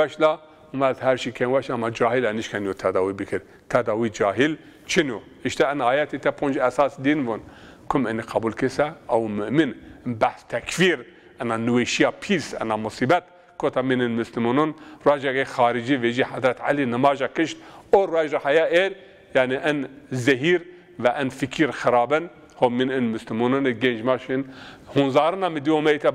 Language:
Zaza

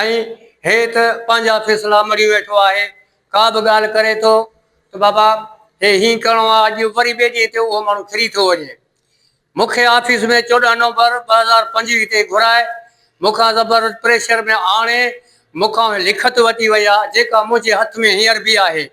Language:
Sindhi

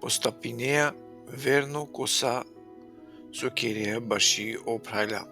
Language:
Balkan Romani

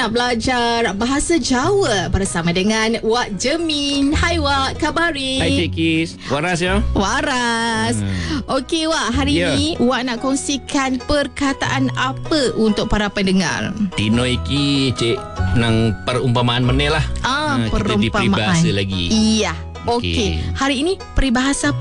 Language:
Malay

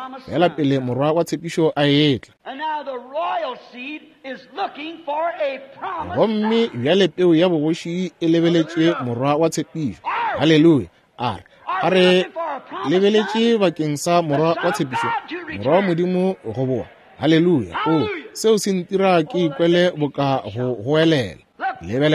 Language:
Northern Sotho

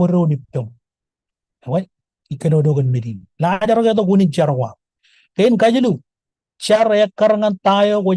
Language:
Marshallese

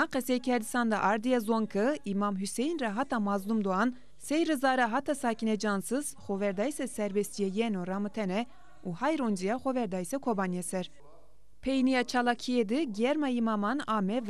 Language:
Zaza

